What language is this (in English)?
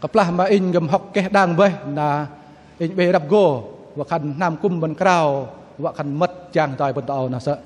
Bahnar